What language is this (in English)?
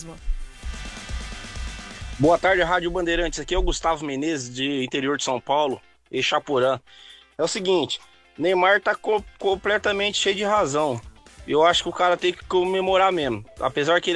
Portuguese